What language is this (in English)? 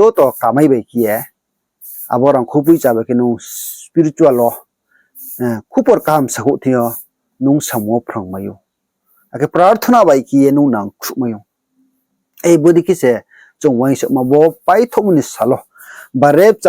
Riang (India)